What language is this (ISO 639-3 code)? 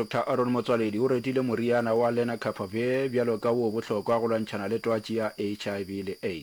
nso